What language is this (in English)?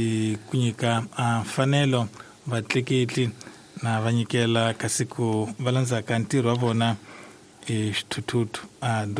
Tsonga